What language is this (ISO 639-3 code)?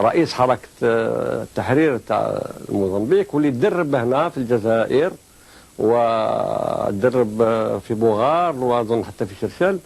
arq